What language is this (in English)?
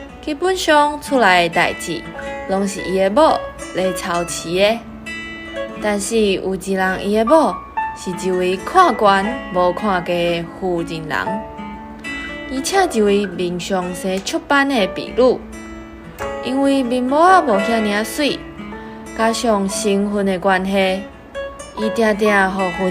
Min Nan Chinese